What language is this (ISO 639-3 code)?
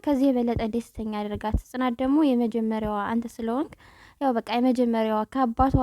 amh